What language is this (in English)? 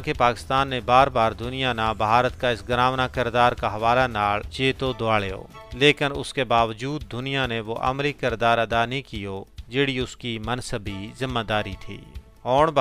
Gujari